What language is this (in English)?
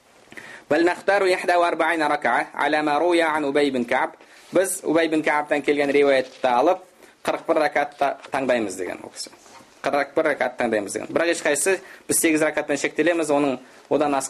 Kazakh